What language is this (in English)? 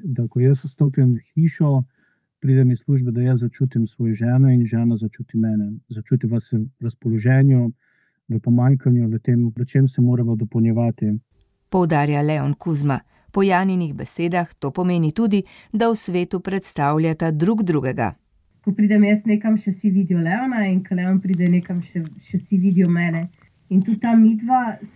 Slovenian